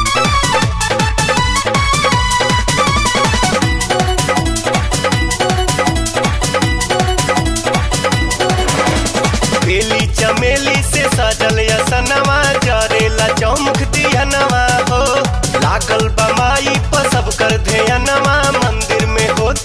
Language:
Bhojpuri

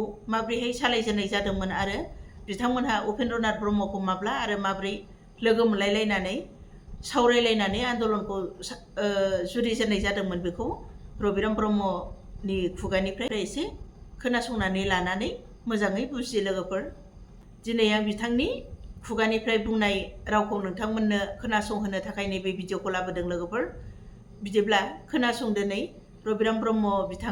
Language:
Bodo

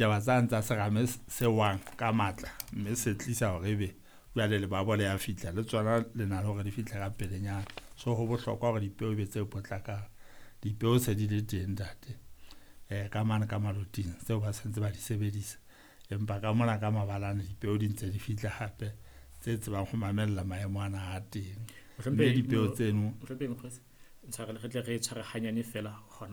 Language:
Southern Sotho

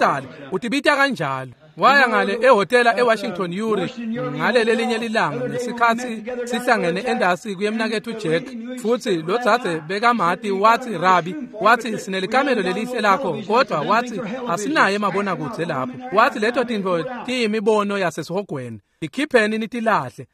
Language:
Swati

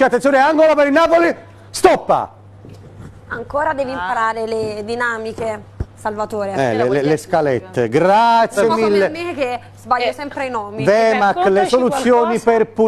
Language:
Italian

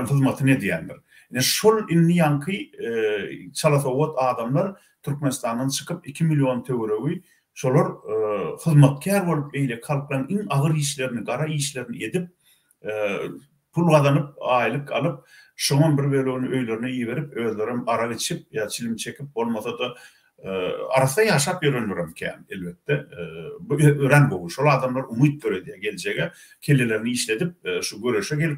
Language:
Turkmen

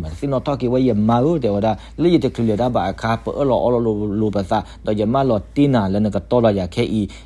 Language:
S'gaw Karen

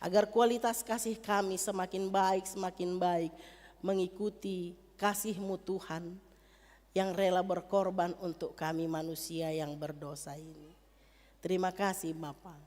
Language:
Batak Simalungun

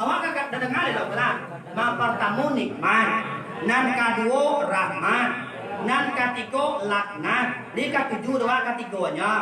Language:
Minangkabau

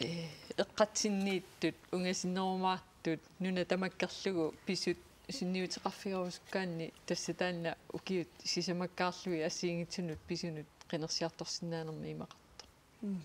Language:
Kalaallisut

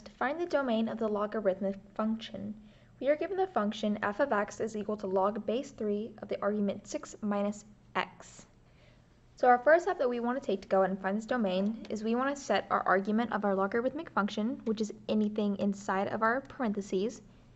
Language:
English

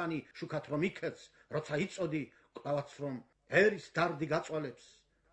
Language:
Georgian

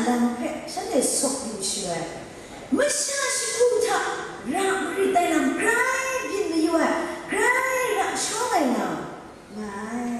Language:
Kachin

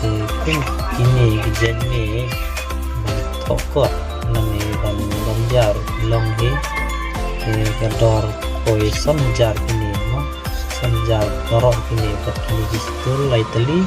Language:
Khasi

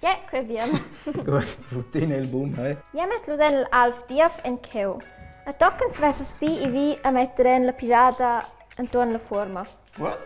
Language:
Romansh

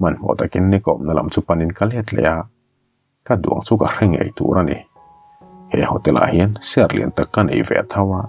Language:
Mizo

